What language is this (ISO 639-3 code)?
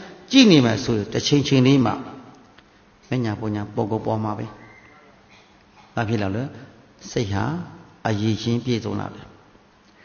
mya